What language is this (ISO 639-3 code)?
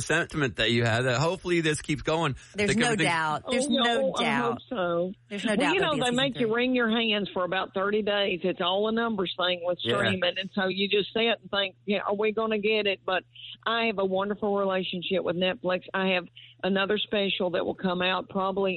eng